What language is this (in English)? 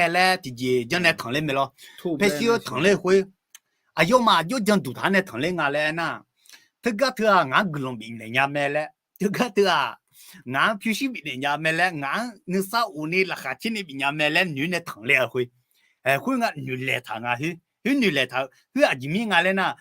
Akha